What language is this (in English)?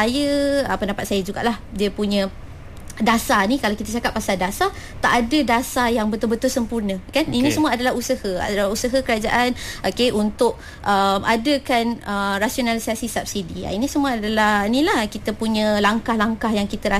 Malay